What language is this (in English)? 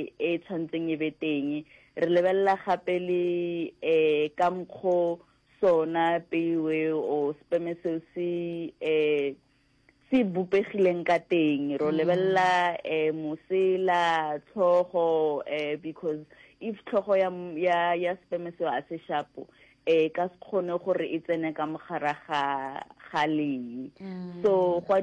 Northern Sotho